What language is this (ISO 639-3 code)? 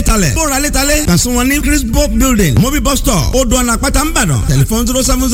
yor